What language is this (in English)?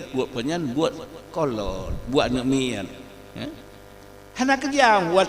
Achinese